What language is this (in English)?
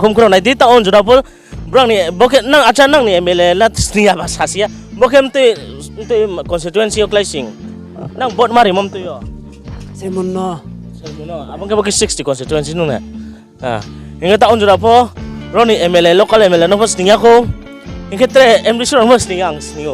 Riang (India)